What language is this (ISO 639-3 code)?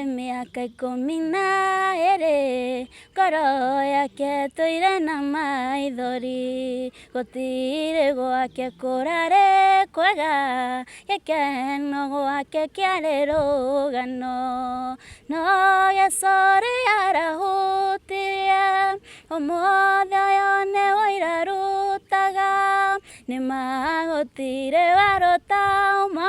kik